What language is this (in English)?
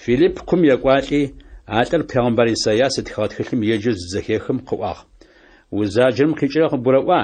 Adyghe